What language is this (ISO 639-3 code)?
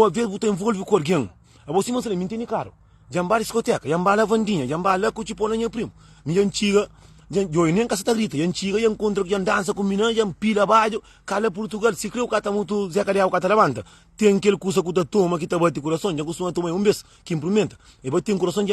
kea